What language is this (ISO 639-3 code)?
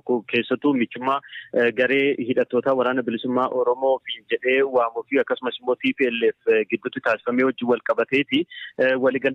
orm